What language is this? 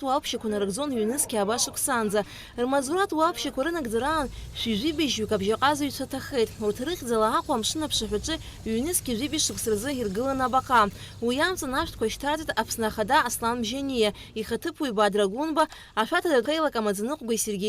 Abkhazian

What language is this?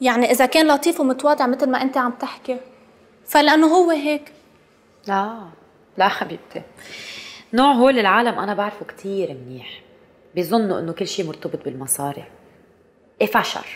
North Levantine Arabic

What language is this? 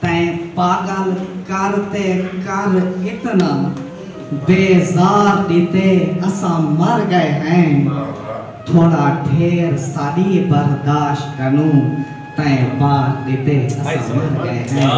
Saraiki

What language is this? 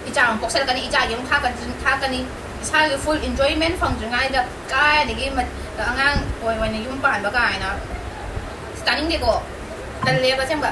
Manipuri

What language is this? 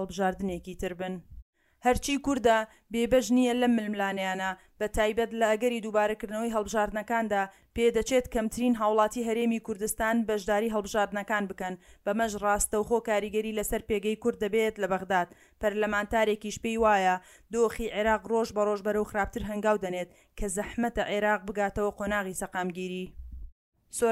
Central Kurdish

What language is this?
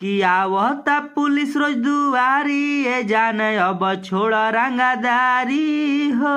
Bhojpuri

